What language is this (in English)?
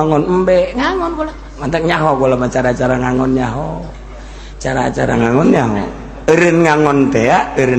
Sundanese